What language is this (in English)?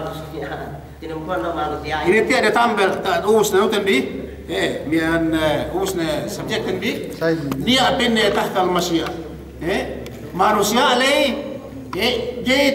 Yakan